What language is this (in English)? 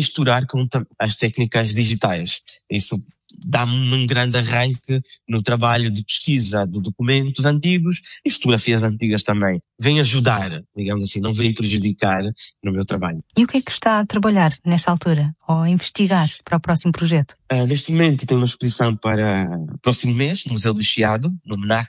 Portuguese